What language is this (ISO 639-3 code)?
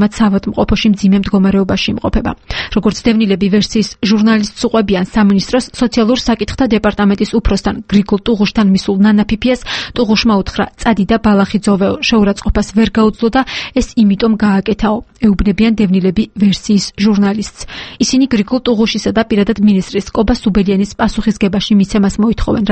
kat